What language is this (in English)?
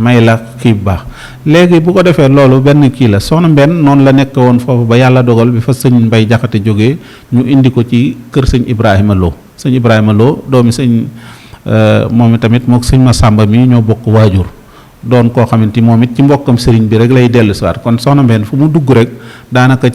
Wolof